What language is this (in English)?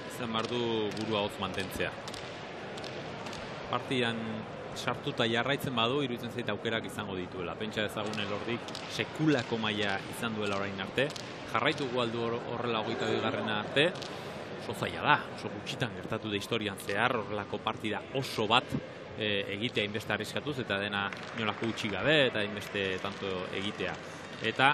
Basque